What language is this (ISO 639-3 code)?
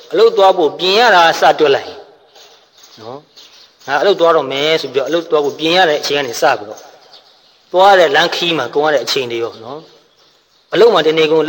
mya